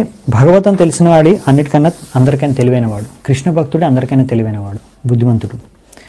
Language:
Telugu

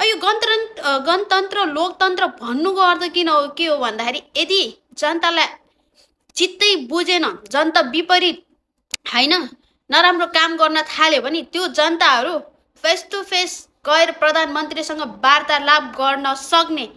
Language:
Nepali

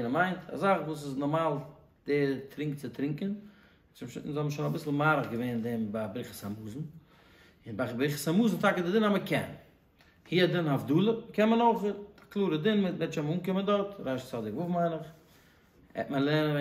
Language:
Yiddish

